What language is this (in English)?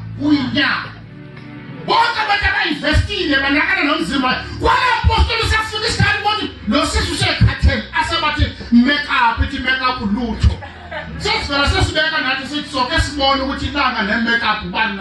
Zulu